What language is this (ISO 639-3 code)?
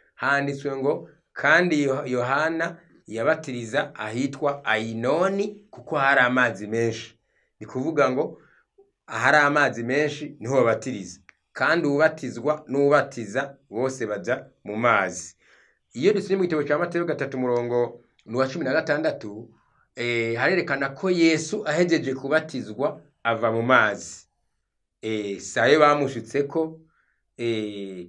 run